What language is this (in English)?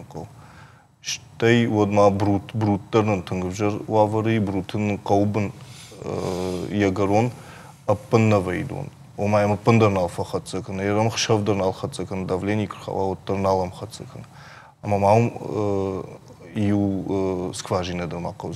Ossetic